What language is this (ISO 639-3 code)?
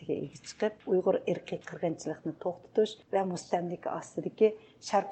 uig